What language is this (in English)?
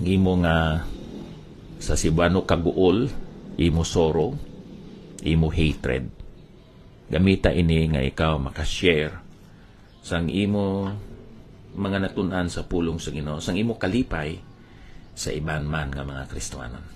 Hiligaynon